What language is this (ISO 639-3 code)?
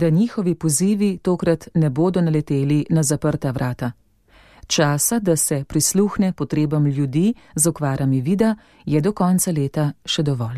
slv